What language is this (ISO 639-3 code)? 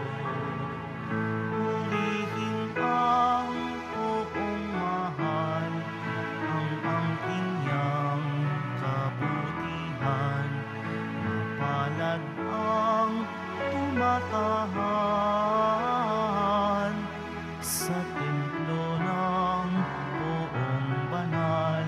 fil